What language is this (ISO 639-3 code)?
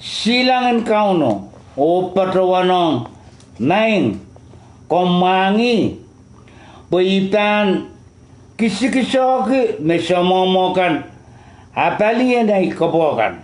pon